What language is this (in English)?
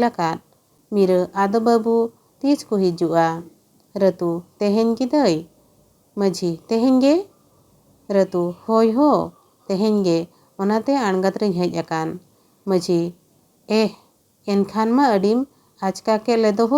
Santali